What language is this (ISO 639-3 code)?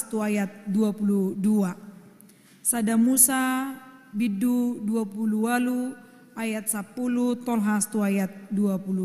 bbc